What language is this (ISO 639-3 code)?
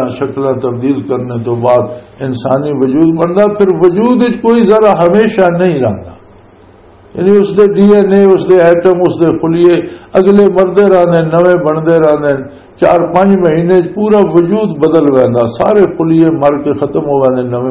lah